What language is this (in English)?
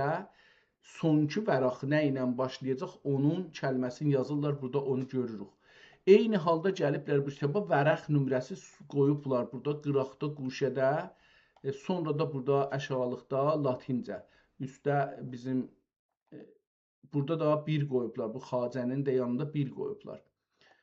South Azerbaijani